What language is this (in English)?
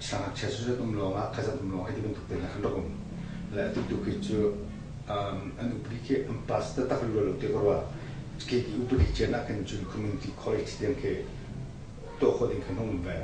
Hakha Chin